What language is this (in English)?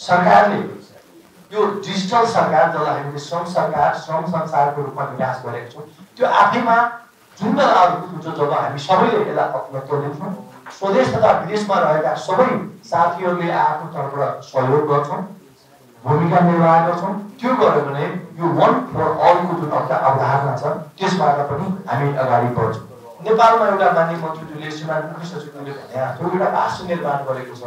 Nepali